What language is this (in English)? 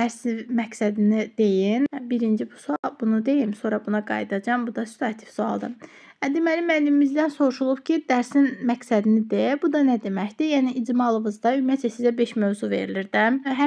Azerbaijani